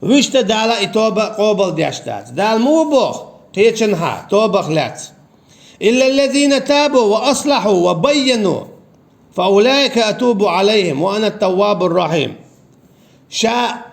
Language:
Chechen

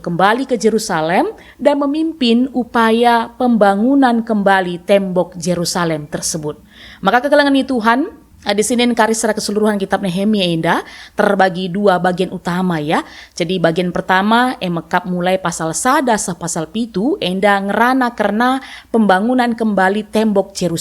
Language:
Batak Karo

